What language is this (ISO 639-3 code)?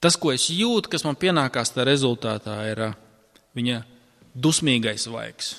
lav